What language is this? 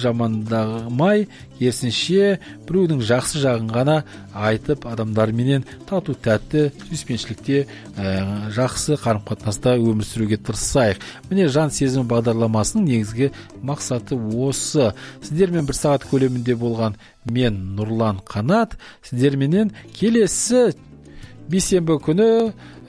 Kazakh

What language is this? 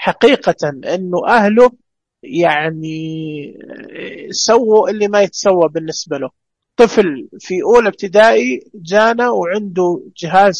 Najdi Arabic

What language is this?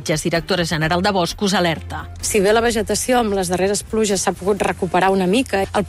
Catalan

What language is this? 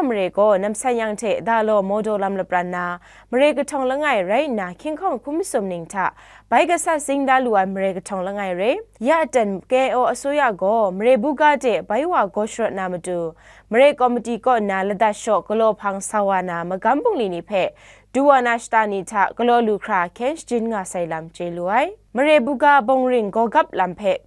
Kachin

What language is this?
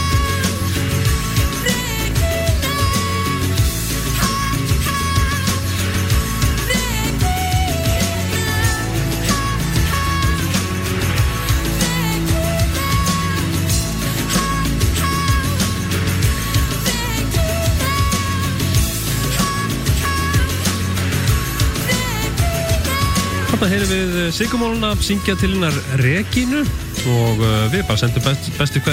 Icelandic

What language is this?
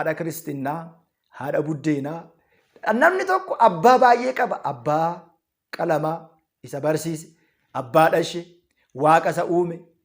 Oromo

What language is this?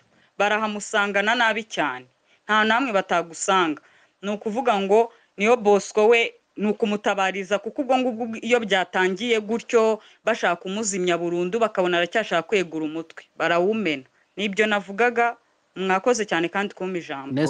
Kinyarwanda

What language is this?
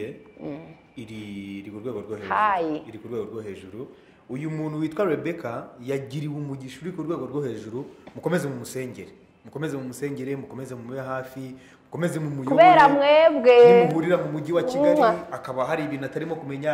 Kinyarwanda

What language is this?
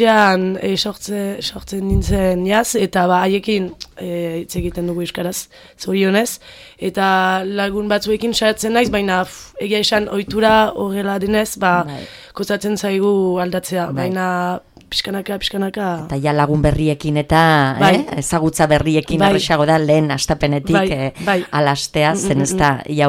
Basque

